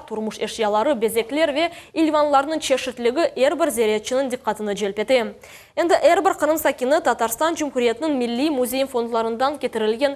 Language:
Crimean Tatar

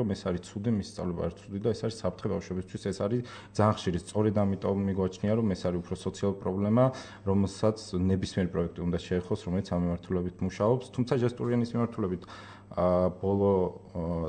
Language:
Georgian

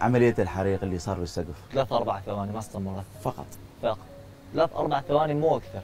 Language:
Mesopotamian Arabic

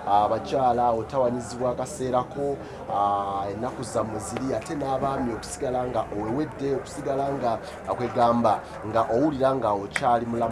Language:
Ganda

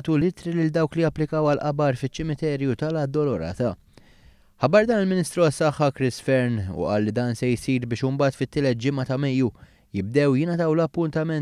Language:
Maltese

